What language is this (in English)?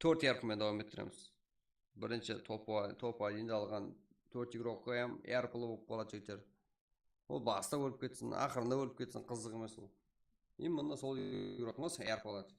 Kara-Kalpak